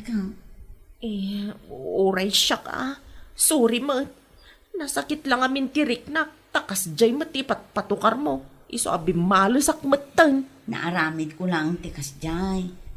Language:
Iloko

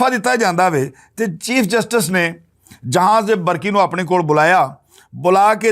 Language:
Western Panjabi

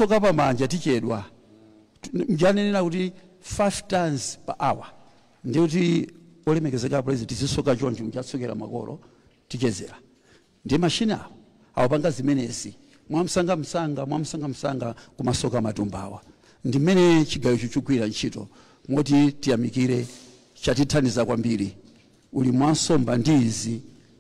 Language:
Nyanja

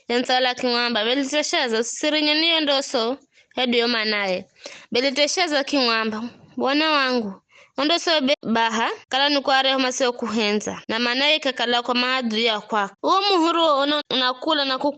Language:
Giryama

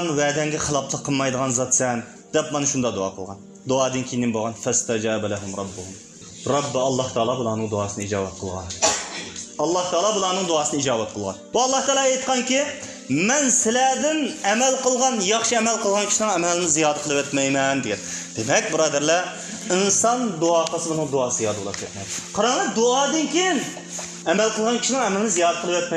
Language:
Uyghur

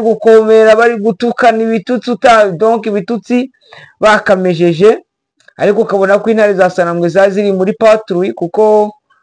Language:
Kinyarwanda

